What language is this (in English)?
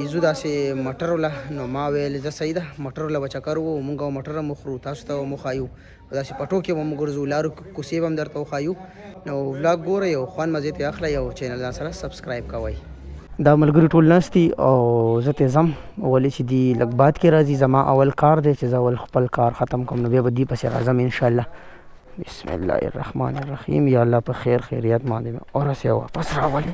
Pashto